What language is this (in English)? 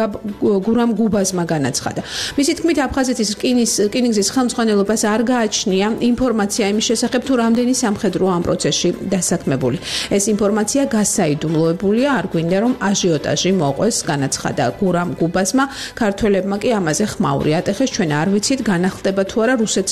Georgian